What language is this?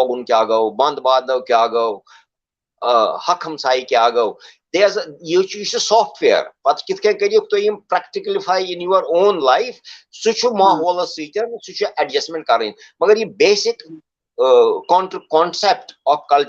Kashmiri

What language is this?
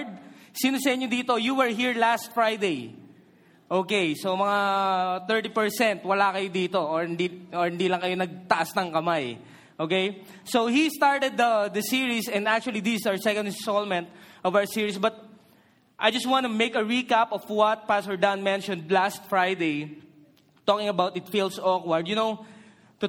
Filipino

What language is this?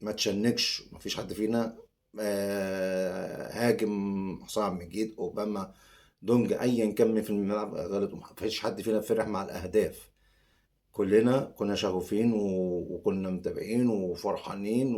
Egyptian Arabic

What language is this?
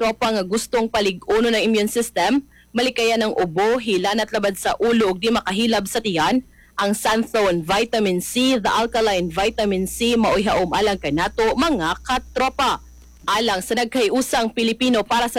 Cebuano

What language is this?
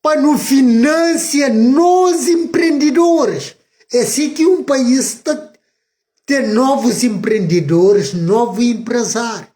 Kabuverdianu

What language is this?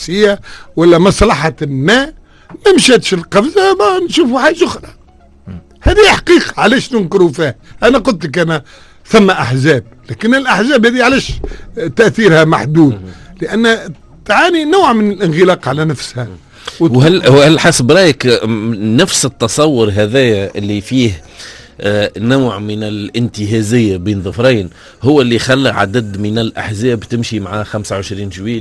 Tunisian Arabic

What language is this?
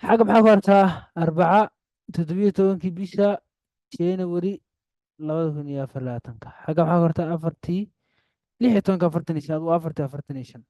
Somali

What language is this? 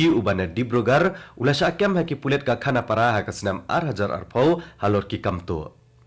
Khasi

